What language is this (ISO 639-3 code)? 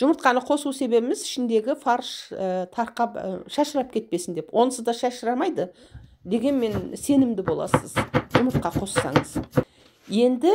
kaz